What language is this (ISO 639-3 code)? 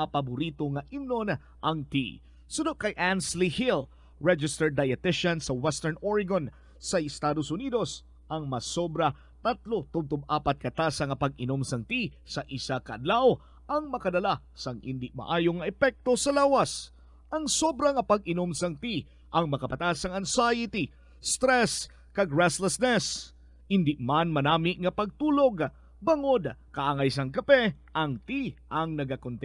hil